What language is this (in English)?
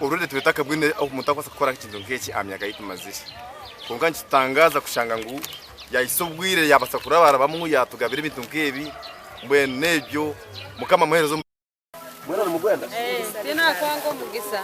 Nyankole